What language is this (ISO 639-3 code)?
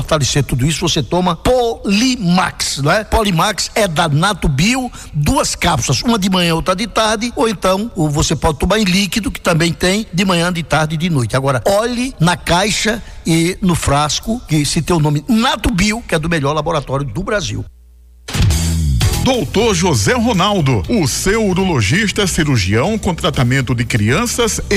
por